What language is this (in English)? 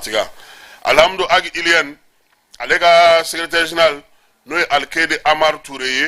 Bambara